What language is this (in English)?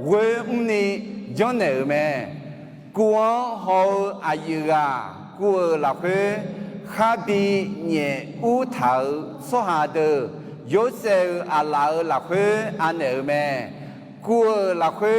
Akha